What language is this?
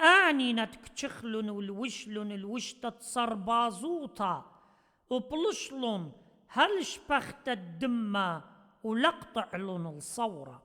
Assyrian Neo-Aramaic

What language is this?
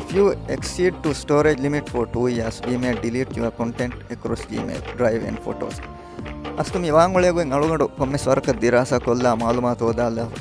Divehi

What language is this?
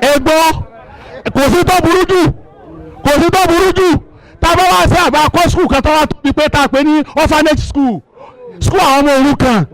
Yoruba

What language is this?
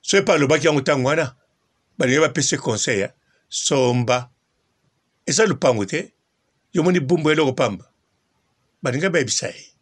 Lingala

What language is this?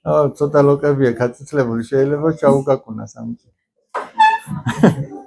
Georgian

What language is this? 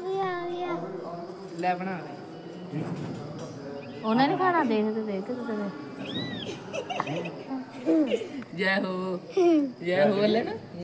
Punjabi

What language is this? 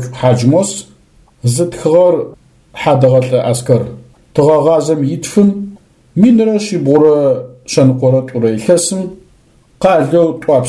Adyghe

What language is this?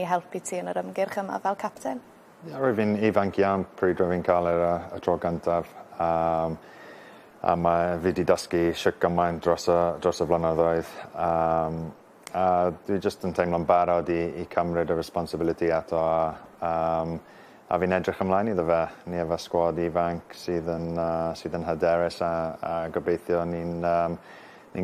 Welsh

